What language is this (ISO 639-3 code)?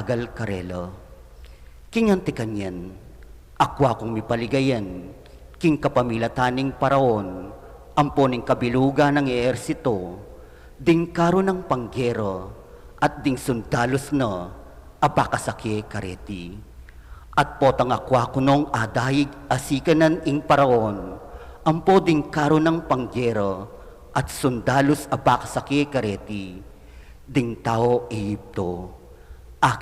pam